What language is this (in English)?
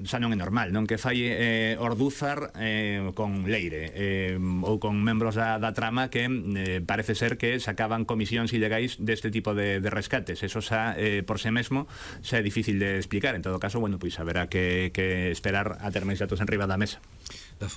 Galician